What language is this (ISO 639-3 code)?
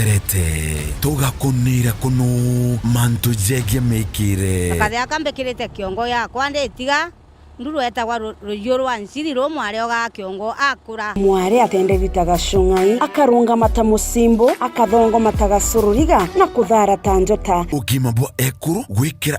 mer